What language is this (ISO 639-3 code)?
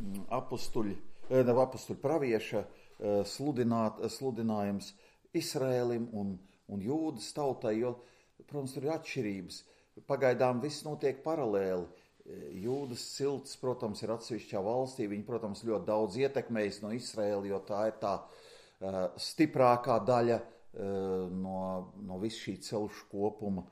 lav